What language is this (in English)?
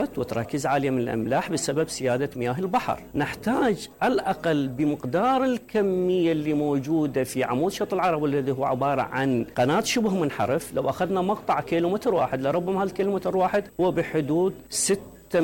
Mesopotamian Arabic